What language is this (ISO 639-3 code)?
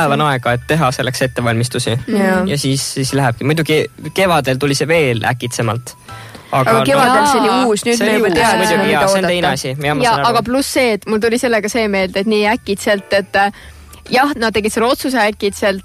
est